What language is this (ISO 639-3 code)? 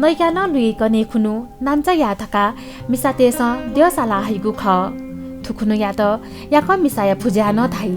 new